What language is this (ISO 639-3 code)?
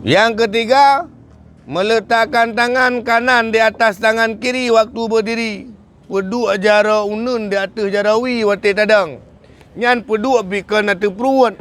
ace